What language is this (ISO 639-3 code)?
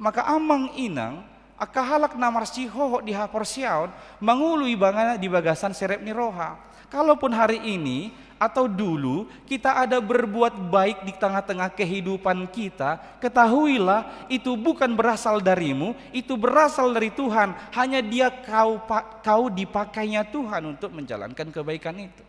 bbc